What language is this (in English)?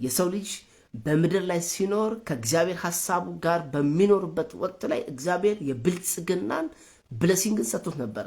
Amharic